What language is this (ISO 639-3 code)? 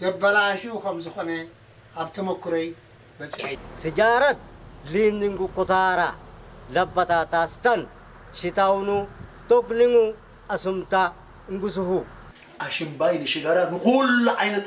tir